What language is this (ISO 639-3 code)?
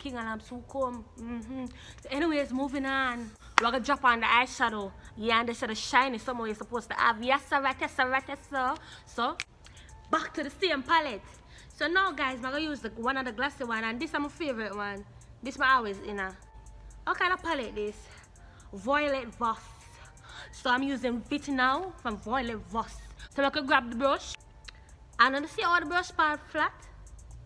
jam